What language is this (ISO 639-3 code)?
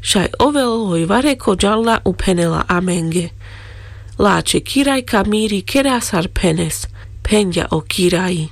rmc